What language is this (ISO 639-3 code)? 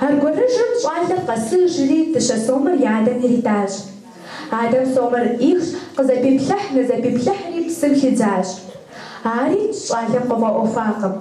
kbd